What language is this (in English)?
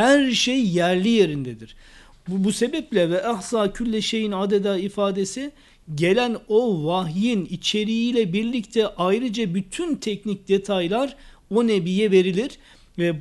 Turkish